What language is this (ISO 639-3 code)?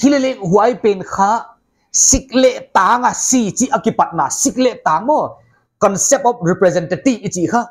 pck